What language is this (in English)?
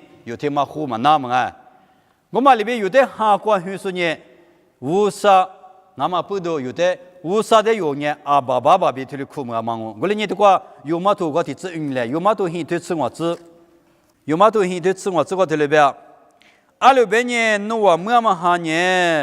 Lisu